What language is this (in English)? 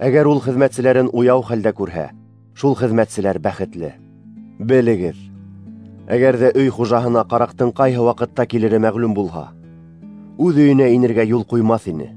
Bashkir